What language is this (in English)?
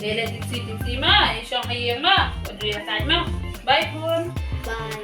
Khasi